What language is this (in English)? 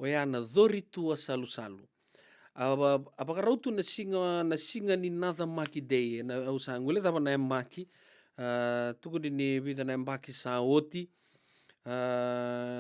Fijian